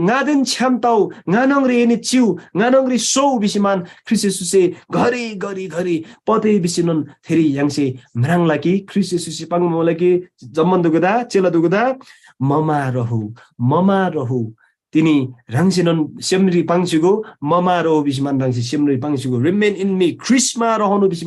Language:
Eastern Tamang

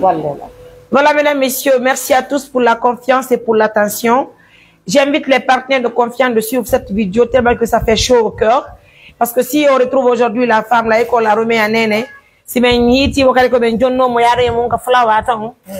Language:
Pular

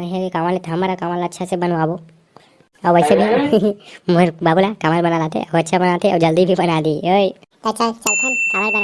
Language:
Chhattisgarhi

